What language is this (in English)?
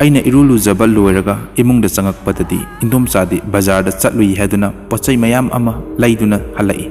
Manipuri